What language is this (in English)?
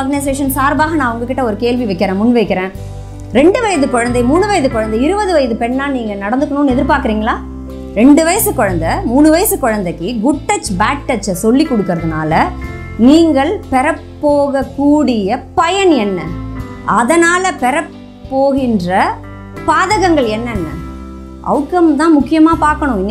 Tamil